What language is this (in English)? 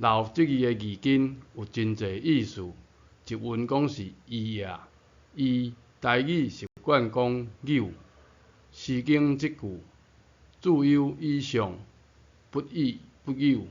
Min Nan Chinese